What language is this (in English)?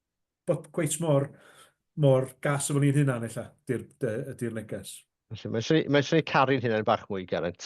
Welsh